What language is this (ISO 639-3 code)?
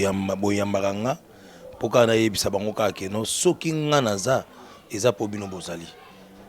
lin